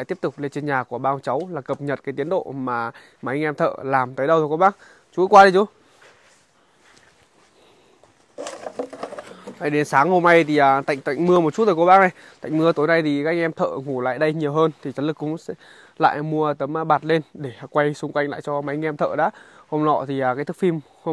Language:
Vietnamese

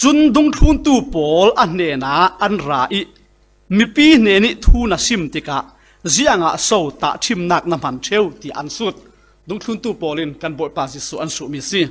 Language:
Falam Chin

